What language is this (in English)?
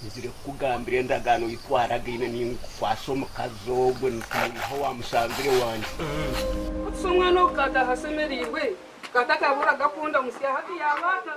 Nyankole